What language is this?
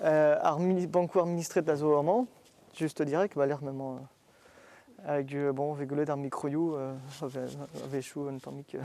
Breton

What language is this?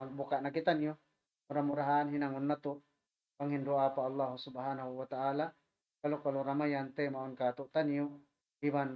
Tausug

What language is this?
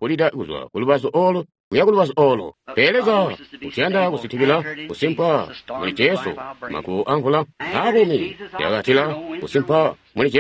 Tonga (Zambia)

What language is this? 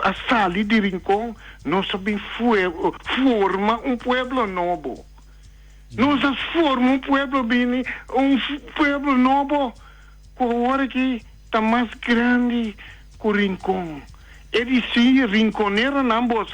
Papiamento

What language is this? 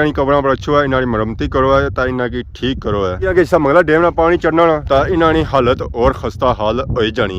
Pahari-Potwari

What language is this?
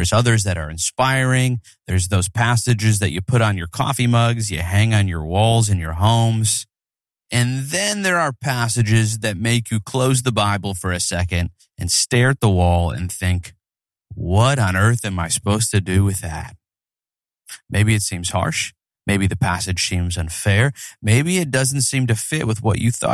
English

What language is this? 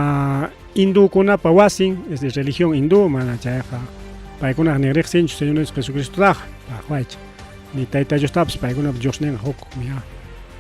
Ayacucho Quechua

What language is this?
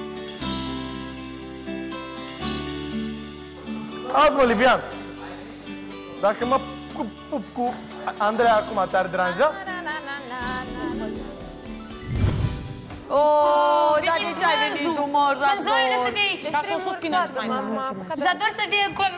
Romanian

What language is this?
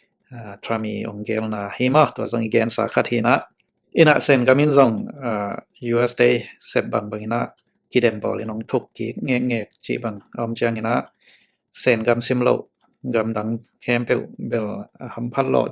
Tedim Chin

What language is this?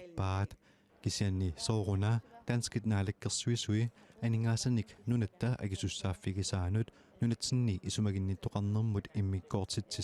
Kalaallisut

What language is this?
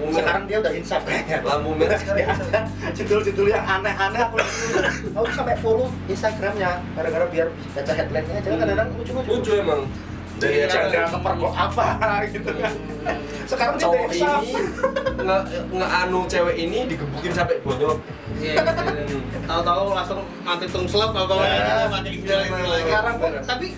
Indonesian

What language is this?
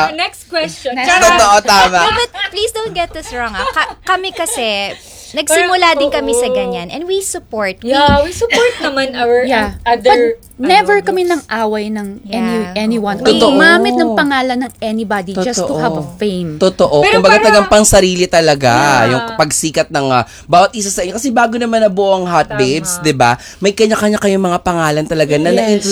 Filipino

